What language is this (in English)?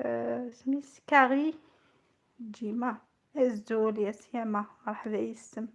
Algerian Arabic